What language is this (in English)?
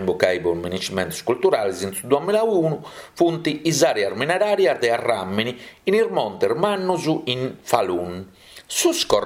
Sardinian